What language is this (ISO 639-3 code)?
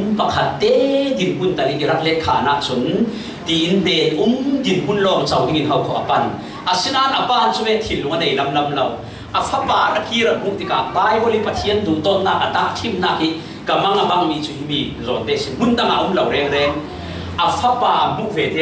cfm